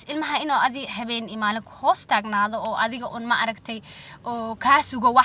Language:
Somali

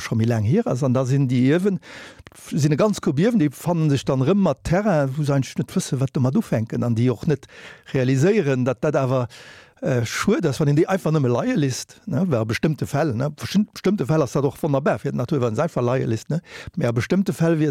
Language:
Luxembourgish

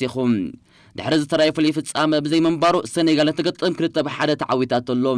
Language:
Tigrinya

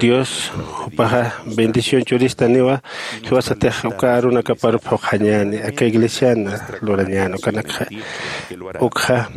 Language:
Aymara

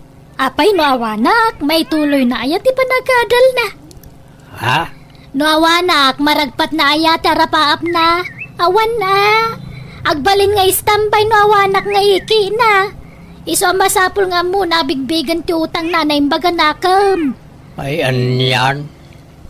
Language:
Iloko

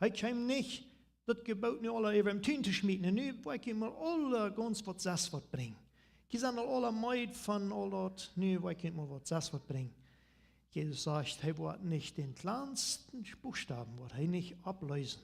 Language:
Plautdietsch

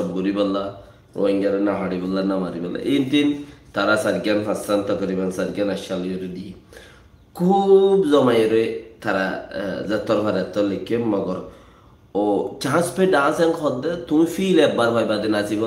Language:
Rohingya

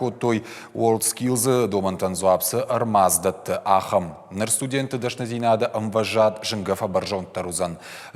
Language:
Ossetic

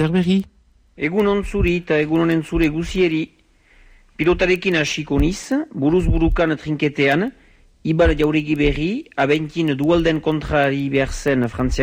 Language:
Basque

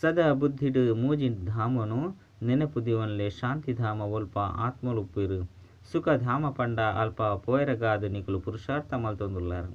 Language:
Tulu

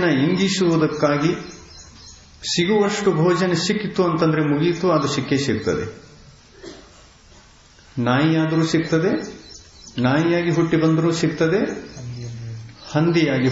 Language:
Kannada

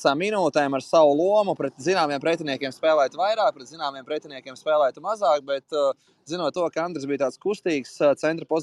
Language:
Latvian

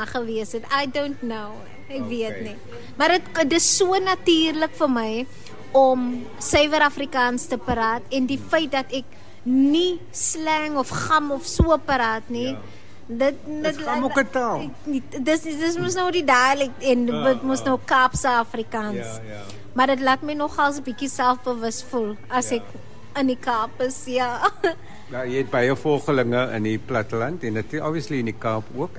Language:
Afrikaans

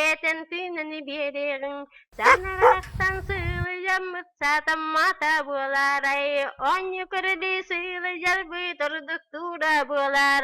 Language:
Yakut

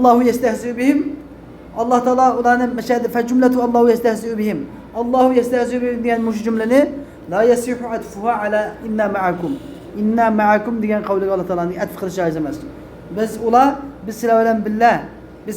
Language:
Uyghur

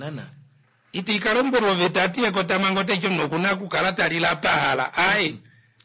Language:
Kuanyama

